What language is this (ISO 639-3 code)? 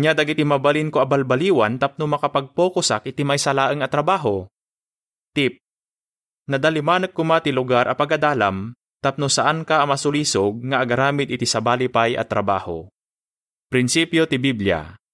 ilo